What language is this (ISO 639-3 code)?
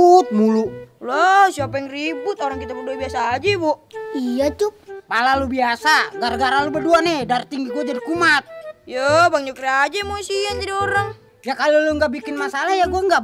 bew